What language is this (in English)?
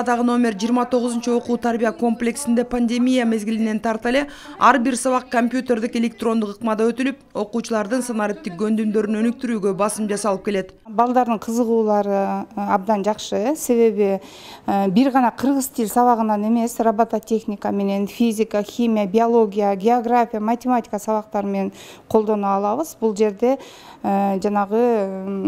Kyrgyz